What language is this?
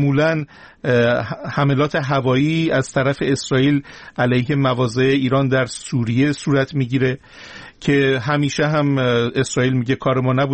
Persian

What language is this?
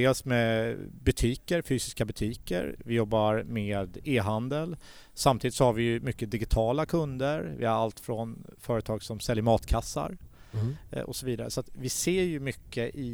Swedish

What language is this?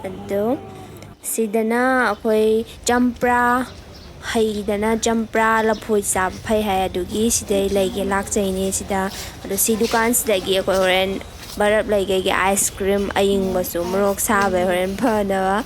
Manipuri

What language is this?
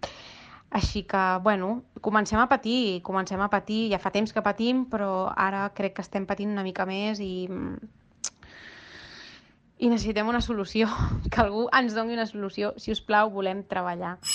Catalan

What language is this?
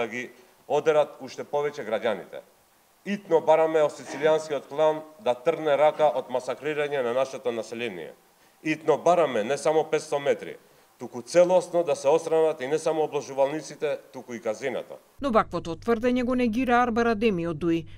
Macedonian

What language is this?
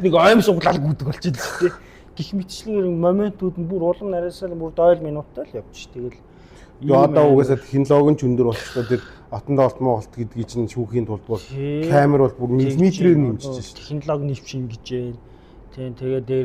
Mongolian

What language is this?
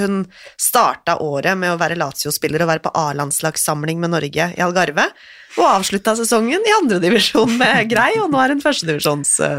Norwegian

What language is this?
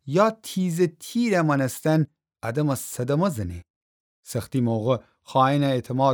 Gilaki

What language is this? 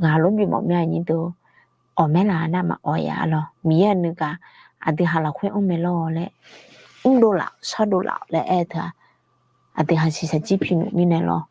Akha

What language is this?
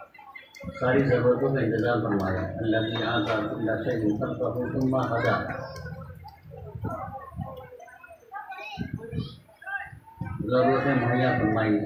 Urdu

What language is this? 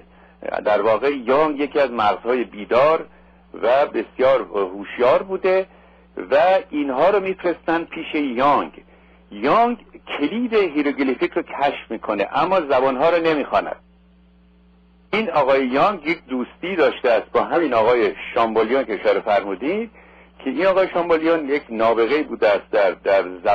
Persian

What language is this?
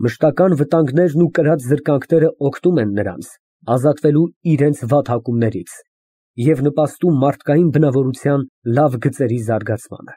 Armenian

